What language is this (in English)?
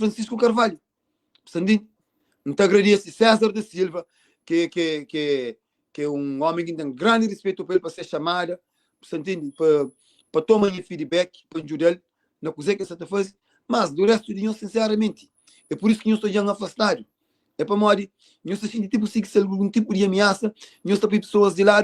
Kabuverdianu